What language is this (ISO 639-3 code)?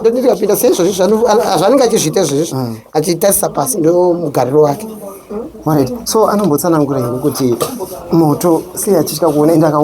sna